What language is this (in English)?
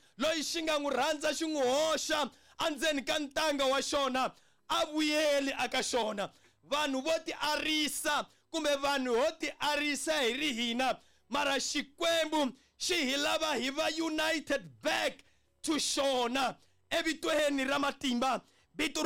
Tsonga